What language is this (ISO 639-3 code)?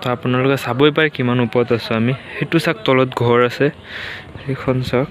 asm